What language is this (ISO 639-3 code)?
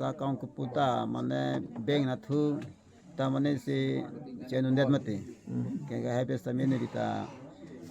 mjw